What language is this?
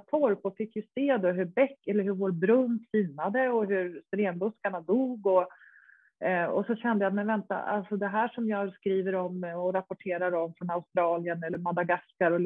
Swedish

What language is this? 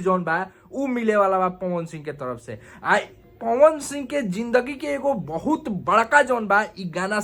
Bhojpuri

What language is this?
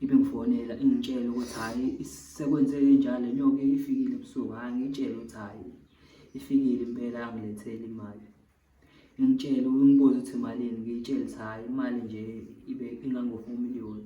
Zulu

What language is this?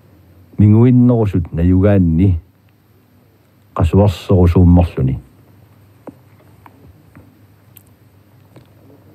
Kalaallisut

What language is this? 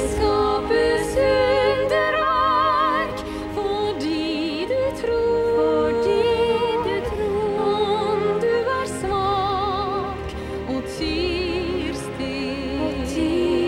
Norwegian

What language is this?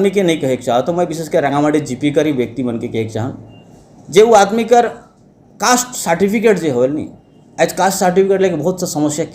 Sadri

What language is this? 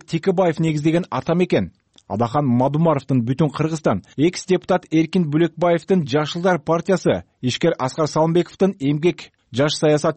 Kyrgyz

